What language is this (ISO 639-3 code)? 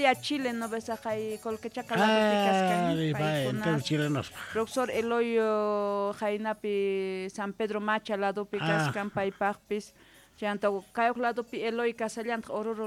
quh